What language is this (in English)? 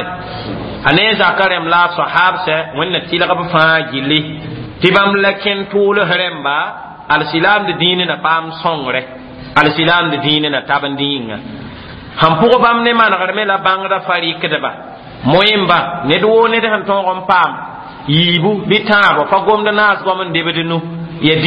Mossi